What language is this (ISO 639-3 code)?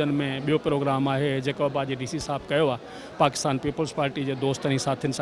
snd